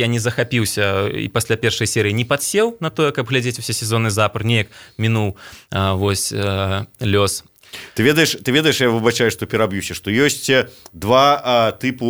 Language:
Belarusian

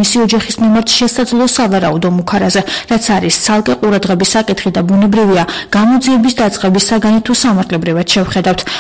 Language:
Georgian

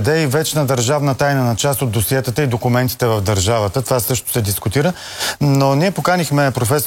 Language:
Bulgarian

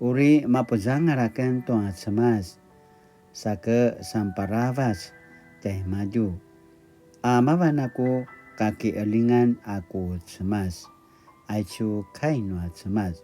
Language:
Paiwan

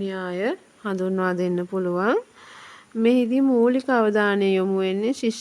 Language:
Sinhala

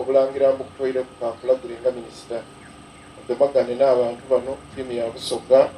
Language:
Soga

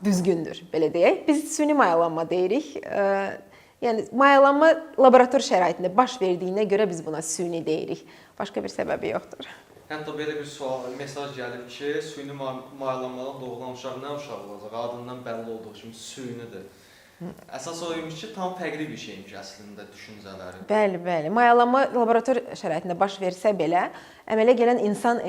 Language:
Azerbaijani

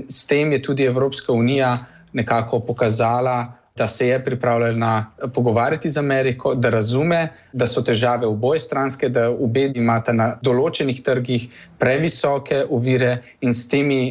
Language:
Slovenian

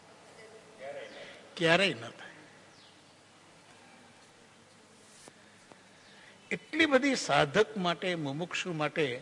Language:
Gujarati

